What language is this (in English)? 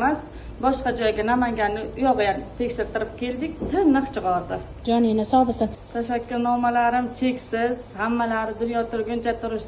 Uzbek